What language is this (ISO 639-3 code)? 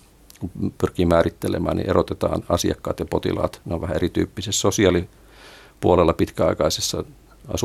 fin